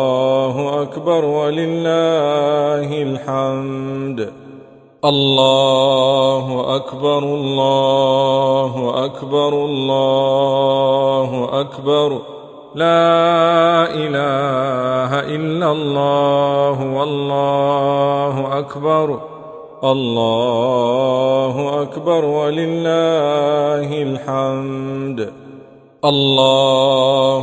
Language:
Arabic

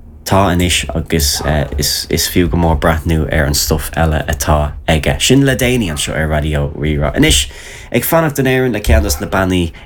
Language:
Irish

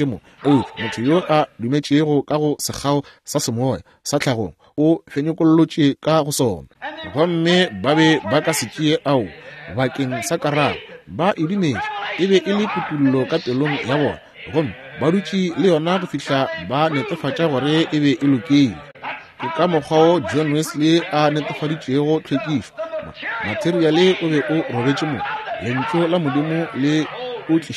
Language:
Northern Sotho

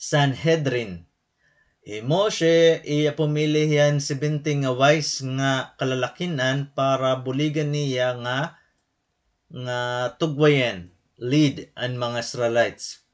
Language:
Waray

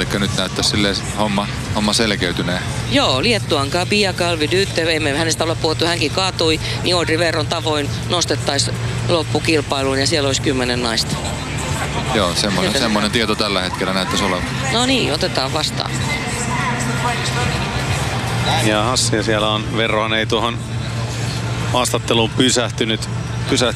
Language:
Finnish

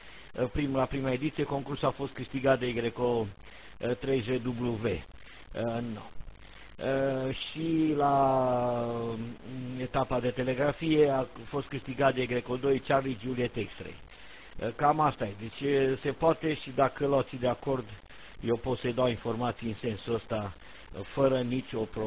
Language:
Romanian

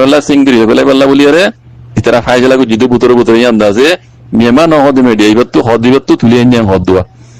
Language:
Rohingya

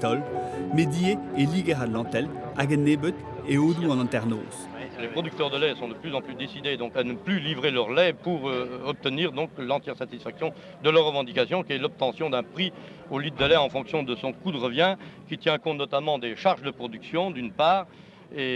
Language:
Breton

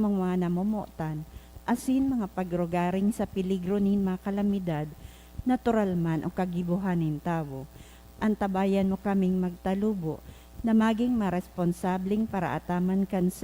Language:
Bikol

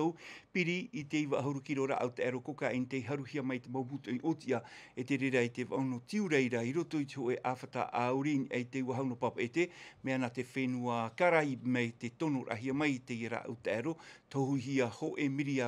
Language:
Tahitian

